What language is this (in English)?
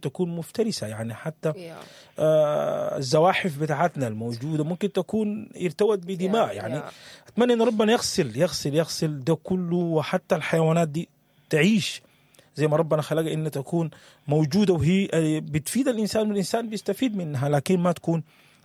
Sudanese Arabic